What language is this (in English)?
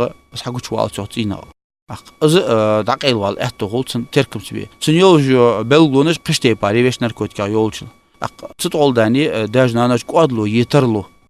Ingush